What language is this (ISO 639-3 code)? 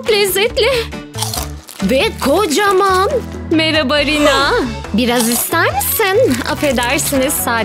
tur